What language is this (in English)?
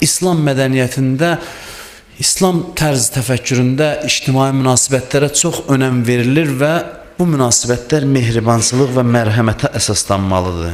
Azerbaijani